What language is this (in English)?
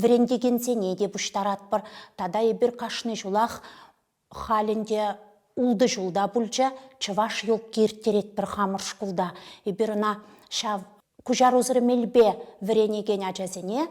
Chuvash